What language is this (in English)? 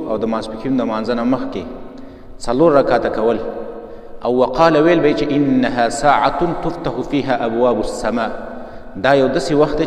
Pashto